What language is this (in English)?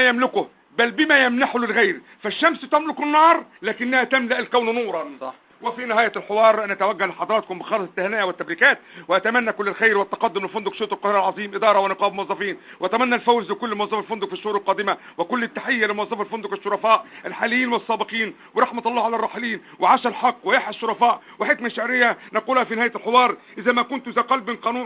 Egyptian Arabic